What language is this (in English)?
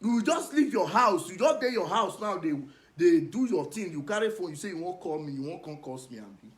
Nigerian Pidgin